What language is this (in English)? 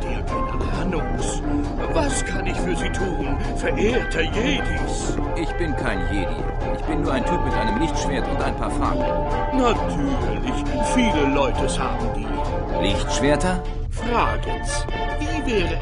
Bavarian